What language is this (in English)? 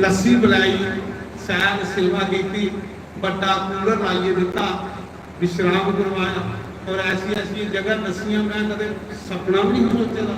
Dogri